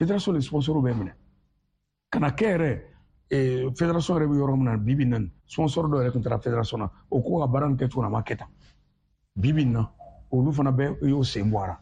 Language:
Bambara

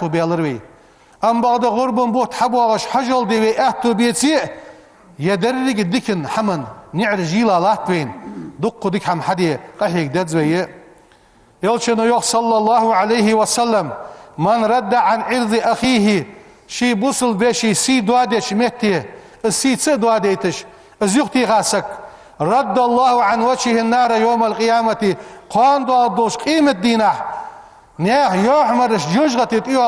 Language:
Ingush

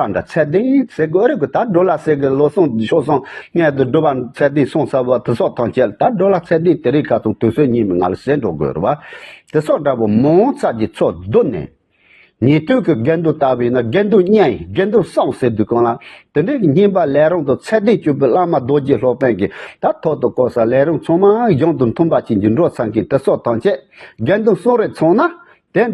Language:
Tibetan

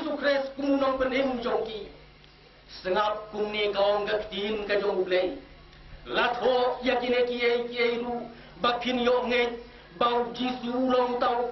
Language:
Khasi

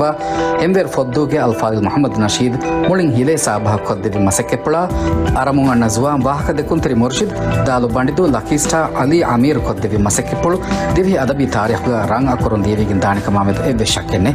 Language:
Divehi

